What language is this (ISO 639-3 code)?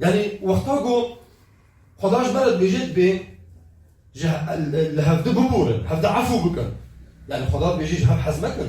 kur